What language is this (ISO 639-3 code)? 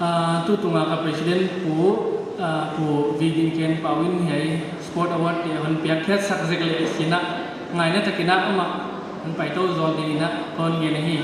pck